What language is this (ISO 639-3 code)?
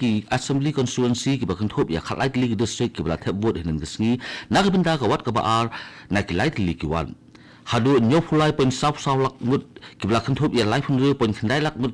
kha